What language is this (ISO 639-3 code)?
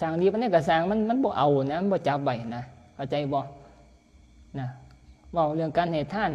tts